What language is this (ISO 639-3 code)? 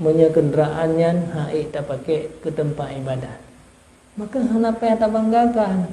ace